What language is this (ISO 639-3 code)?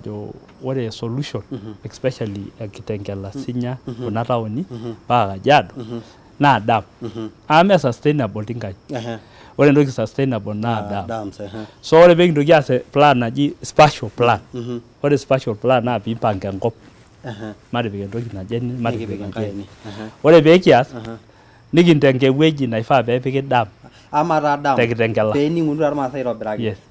mas